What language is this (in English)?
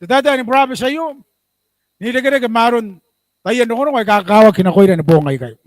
Gilbertese